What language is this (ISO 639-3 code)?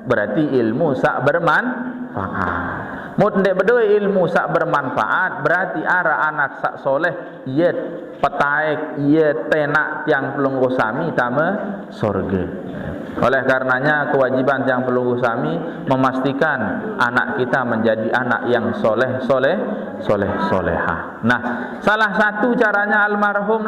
sas